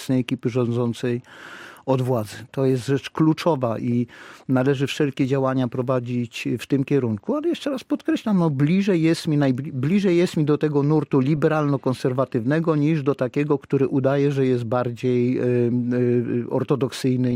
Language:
Polish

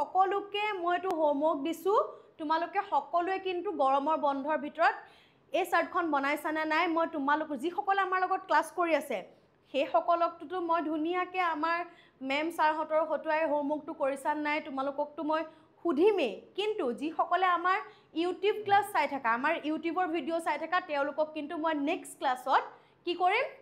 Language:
Assamese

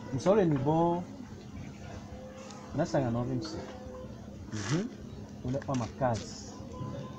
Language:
Swahili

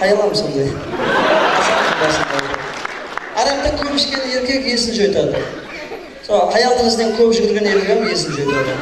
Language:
Kara-Kalpak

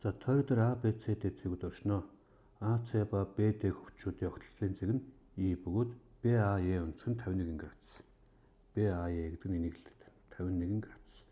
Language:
Mongolian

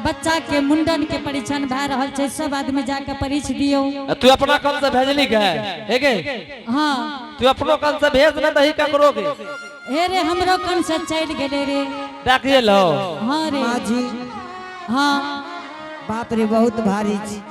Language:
Angika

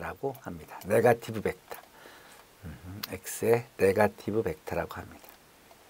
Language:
Korean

